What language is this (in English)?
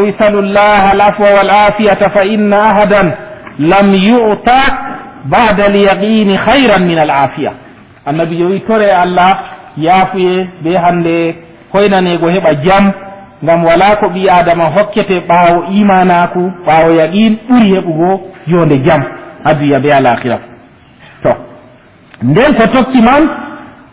Fula